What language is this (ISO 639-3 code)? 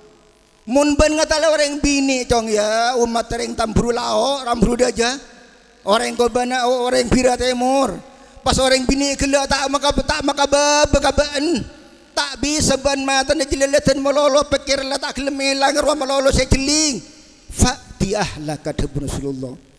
mad